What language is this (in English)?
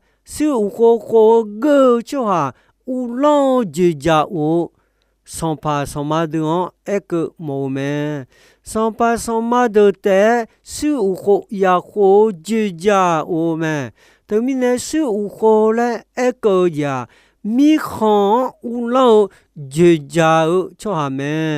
Akha